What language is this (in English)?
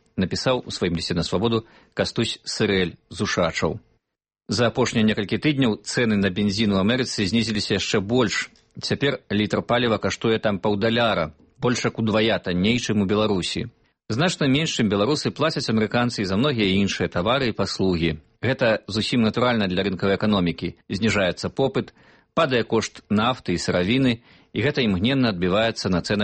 Belarusian